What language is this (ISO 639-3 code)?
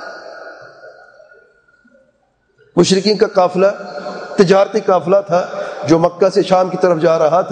urd